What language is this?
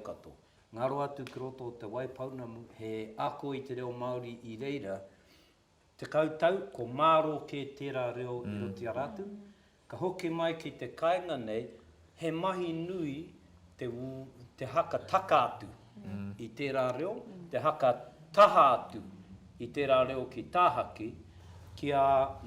Māori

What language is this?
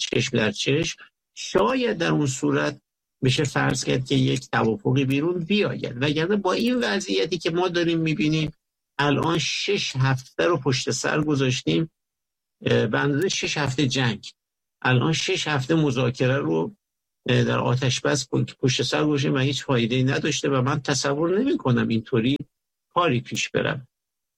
Persian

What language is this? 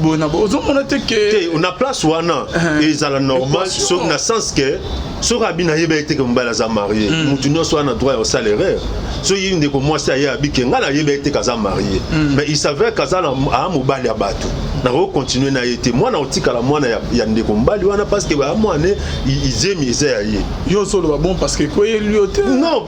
Lingala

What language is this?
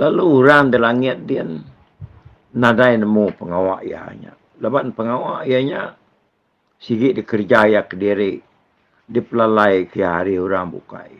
Iban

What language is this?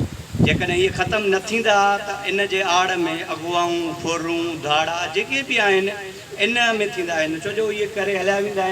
Sindhi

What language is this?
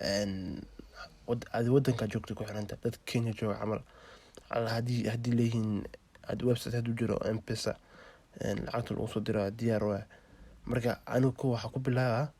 Somali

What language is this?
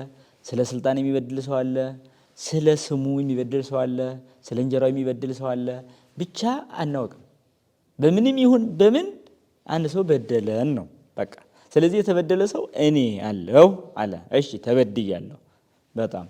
Amharic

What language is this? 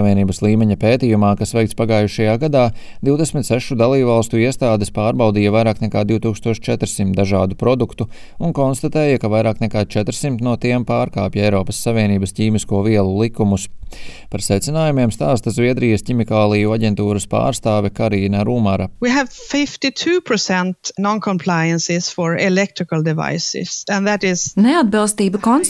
Latvian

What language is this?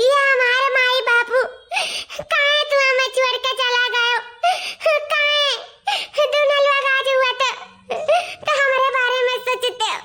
Awadhi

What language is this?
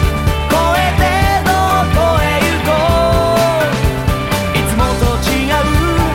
Japanese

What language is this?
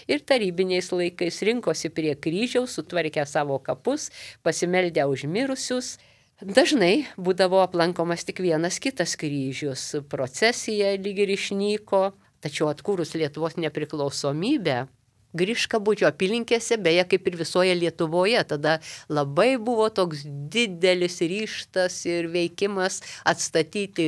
Lithuanian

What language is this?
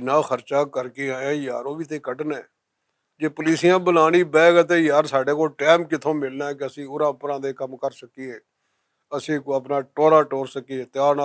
Western Panjabi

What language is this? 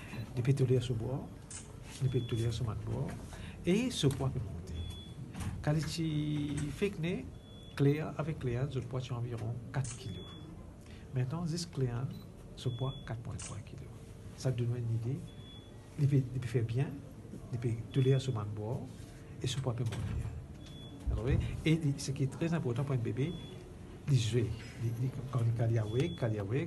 Morisyen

